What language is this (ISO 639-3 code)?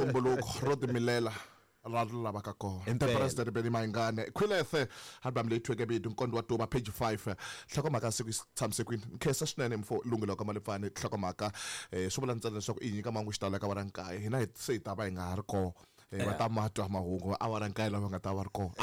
tso